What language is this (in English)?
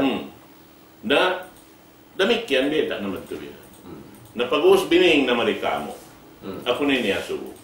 Tausug